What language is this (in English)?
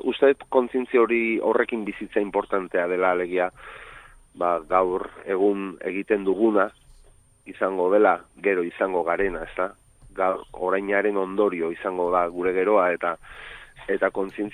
Basque